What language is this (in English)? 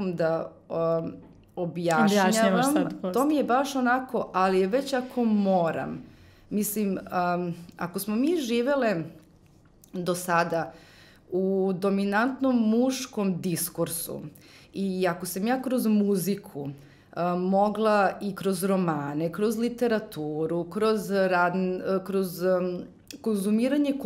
Serbian